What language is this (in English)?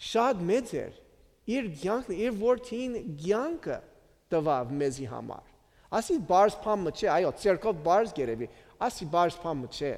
Western Armenian